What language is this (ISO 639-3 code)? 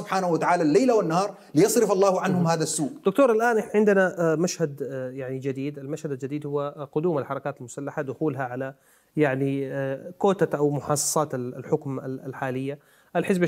apd